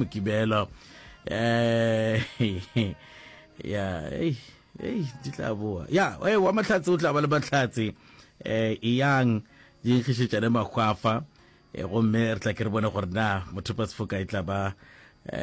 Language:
Northern Sotho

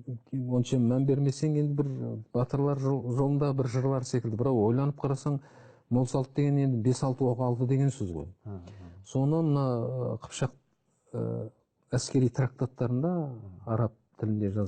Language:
Kazakh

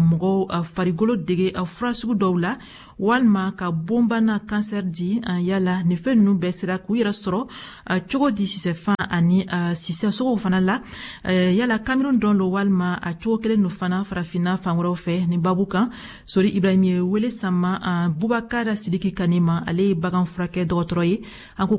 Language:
Bambara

